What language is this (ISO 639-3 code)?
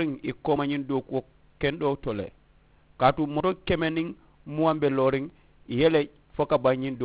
man